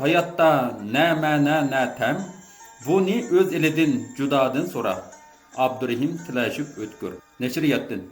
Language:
Uyghur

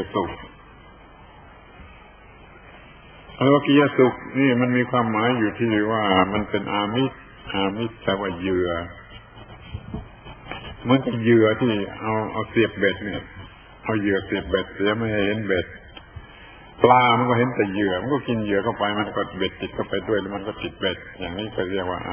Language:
Thai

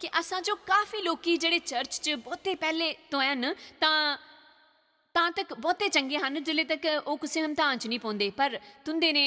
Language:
Dogri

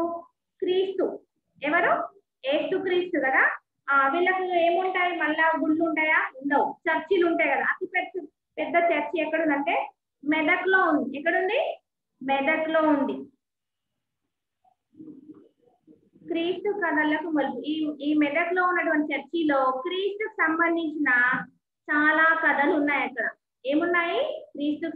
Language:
Telugu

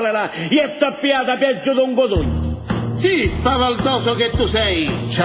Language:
Sicilian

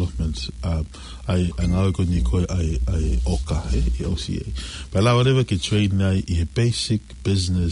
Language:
Tongan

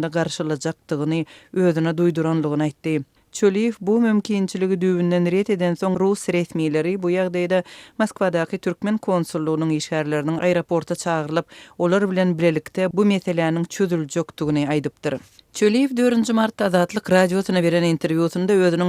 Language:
Turkmen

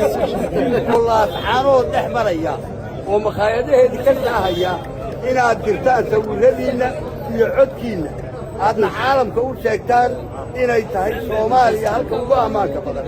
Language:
Somali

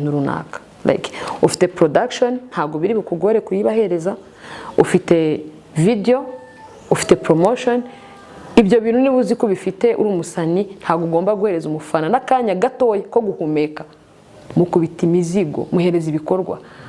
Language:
Kinyarwanda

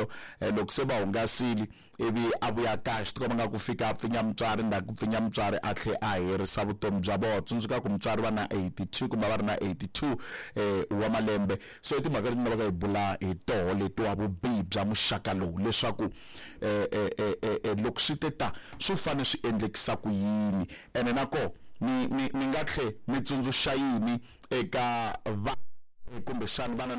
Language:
Tsonga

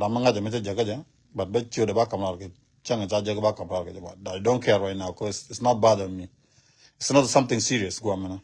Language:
Nuer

